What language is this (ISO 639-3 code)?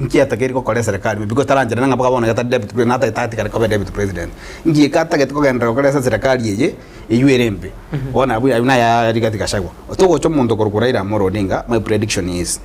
guz